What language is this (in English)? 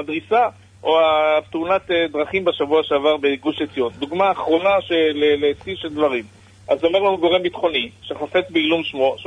Hebrew